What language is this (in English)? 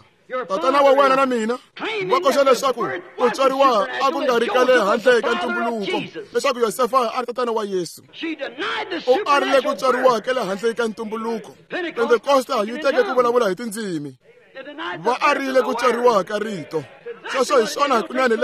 Tsonga